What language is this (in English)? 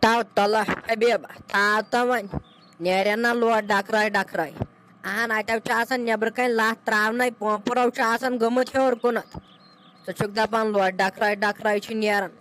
Kashmiri